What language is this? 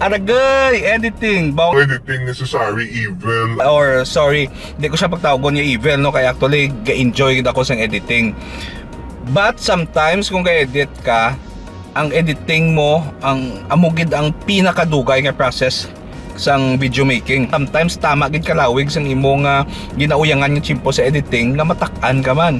Hiligaynon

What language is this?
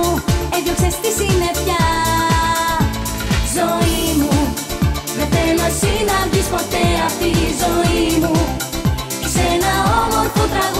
Greek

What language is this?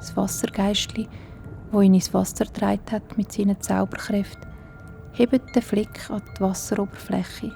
Swiss German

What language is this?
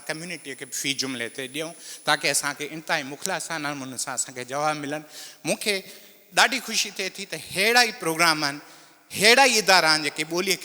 Sindhi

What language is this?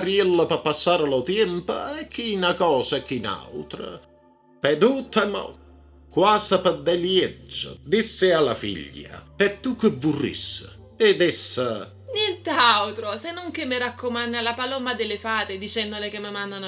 Neapolitan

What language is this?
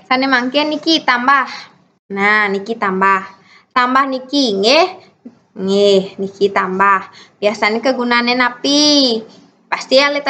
Balinese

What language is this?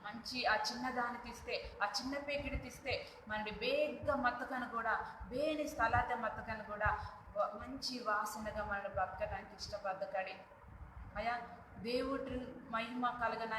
Koya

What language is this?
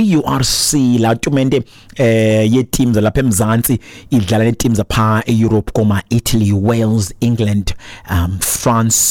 Xhosa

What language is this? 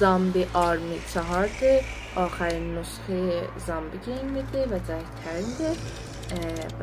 South Azerbaijani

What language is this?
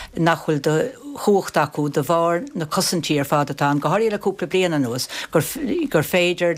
Irish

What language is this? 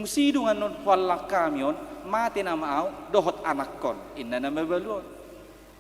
Batak Toba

